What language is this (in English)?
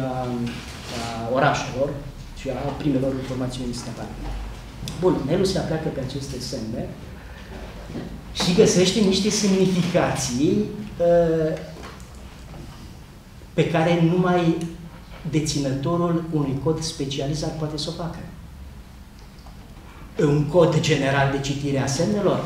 Romanian